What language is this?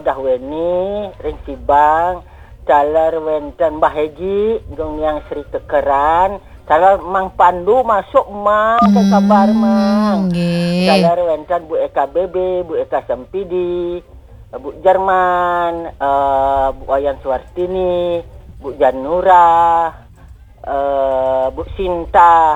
Balinese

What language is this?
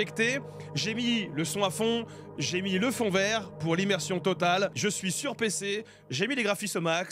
French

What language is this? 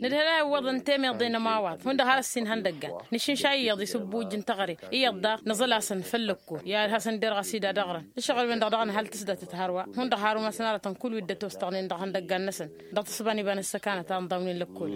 Tamasheq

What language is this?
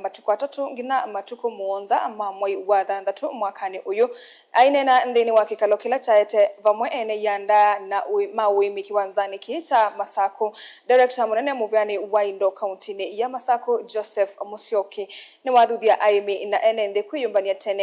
Kamba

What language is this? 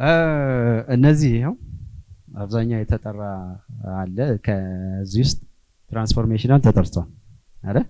Amharic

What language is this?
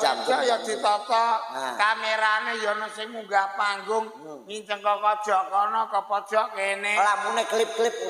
Javanese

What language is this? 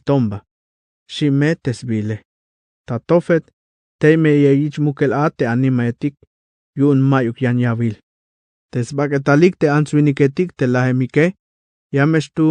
Tzeltal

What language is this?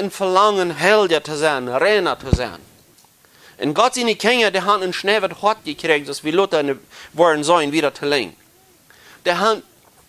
Plautdietsch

